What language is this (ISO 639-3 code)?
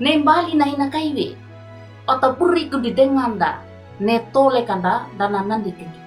wew